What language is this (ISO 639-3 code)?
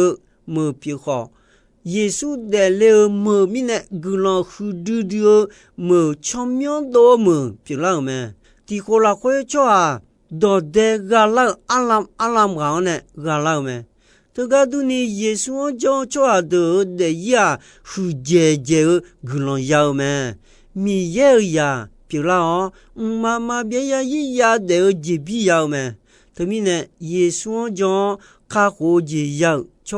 ahk